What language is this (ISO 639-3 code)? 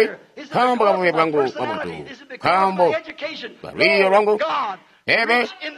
toi